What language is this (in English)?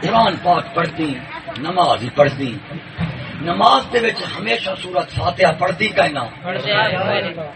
Saraiki